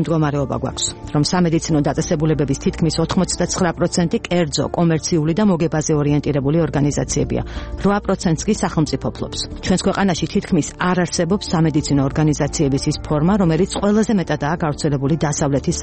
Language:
Georgian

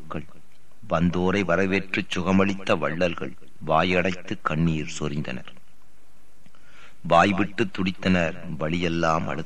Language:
Tamil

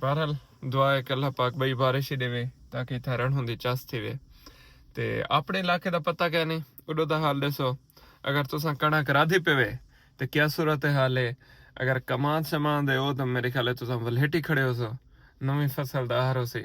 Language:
Saraiki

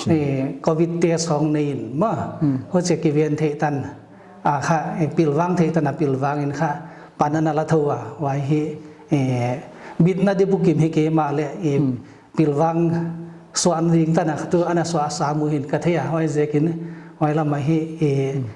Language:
Paite Chin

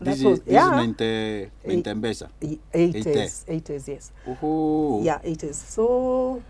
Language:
Meru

